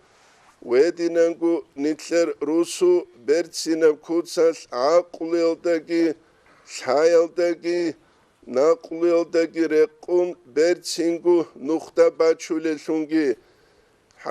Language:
Avaric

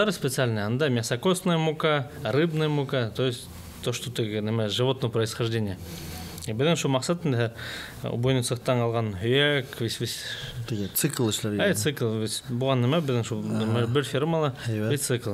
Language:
Bashkir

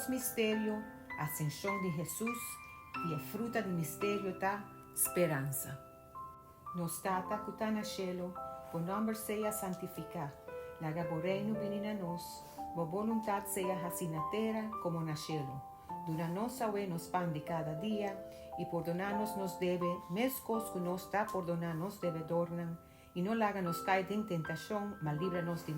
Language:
Papiamento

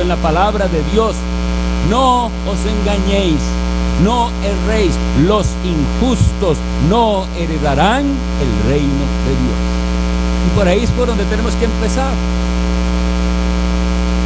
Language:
Spanish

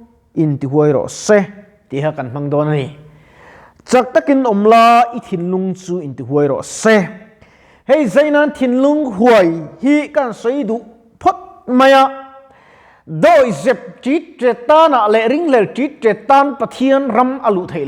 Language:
Mizo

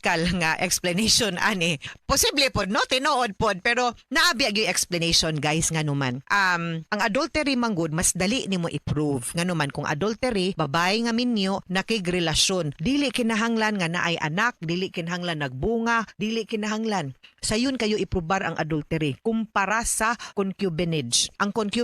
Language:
Cebuano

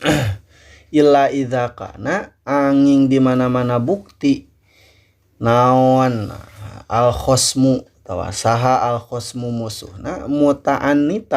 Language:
Sundanese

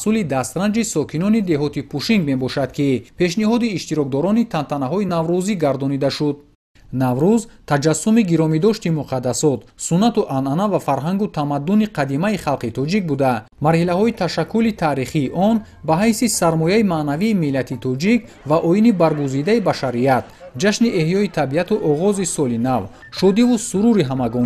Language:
Tajik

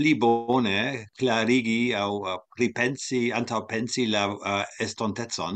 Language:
Esperanto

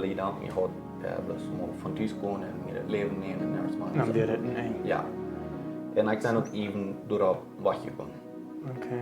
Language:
Plautdietsch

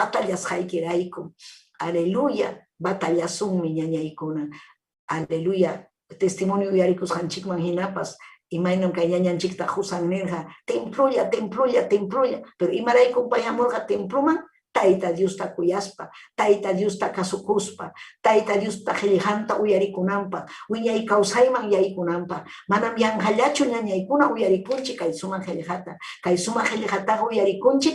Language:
Ayacucho Quechua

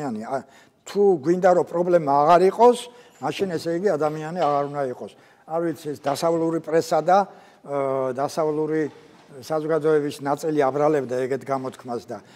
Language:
Georgian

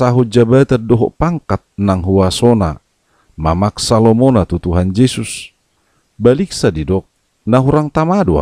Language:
Batak Toba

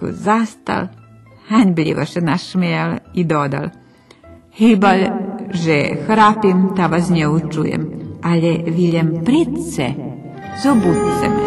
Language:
Rusyn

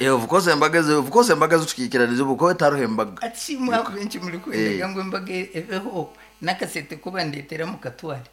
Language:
Nyankole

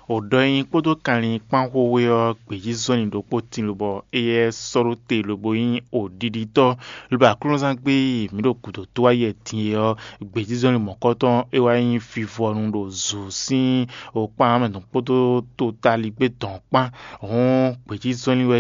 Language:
Fon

